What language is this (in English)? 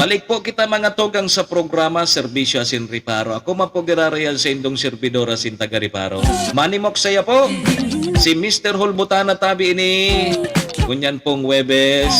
Bikol